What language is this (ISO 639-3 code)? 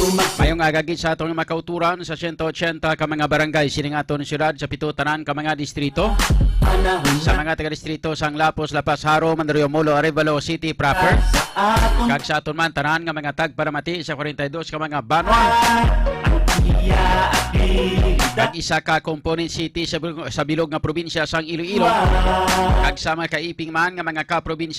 hil